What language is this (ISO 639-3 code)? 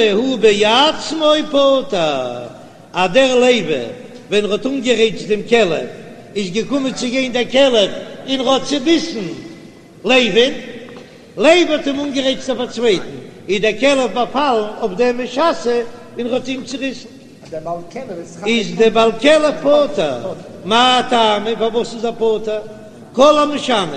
yid